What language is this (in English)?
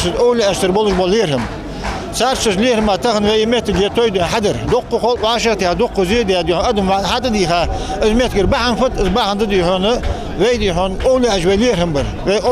Ingush